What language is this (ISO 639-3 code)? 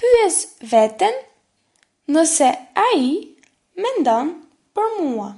sqi